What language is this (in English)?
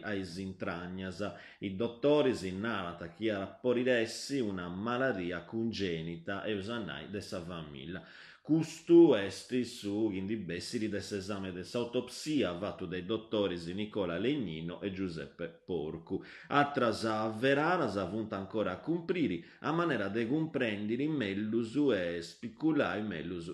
Sardinian